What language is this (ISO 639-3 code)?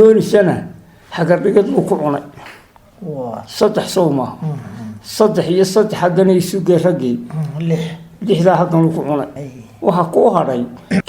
som